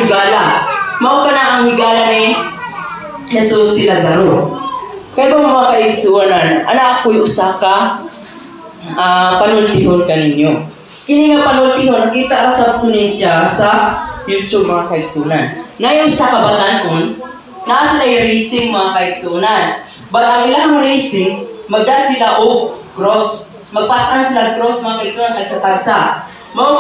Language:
Cebuano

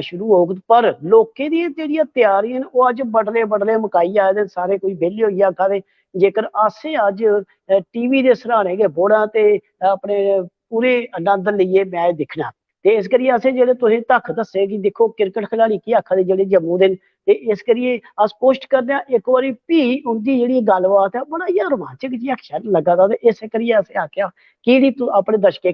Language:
Dogri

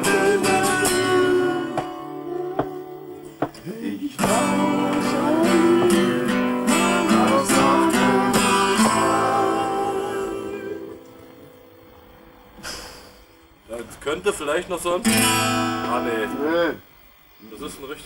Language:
German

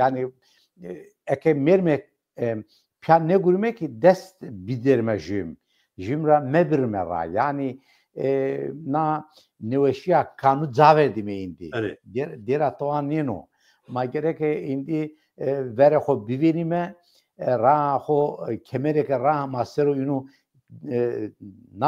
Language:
Zaza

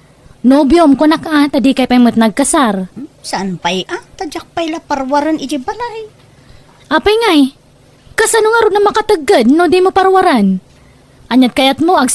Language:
Iloko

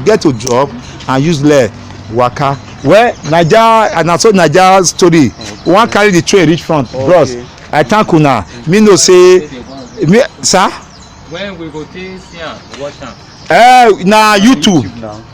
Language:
Nigerian Pidgin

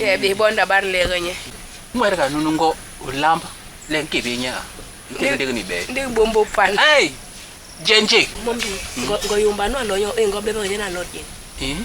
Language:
Basaa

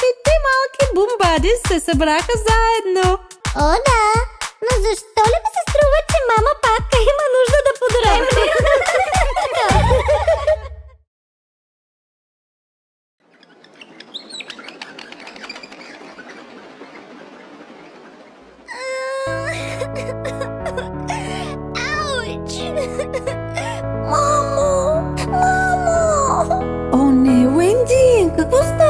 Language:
Bulgarian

